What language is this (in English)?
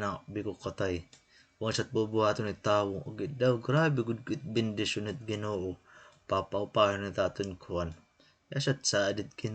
Waray